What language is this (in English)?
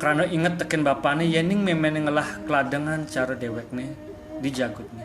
Balinese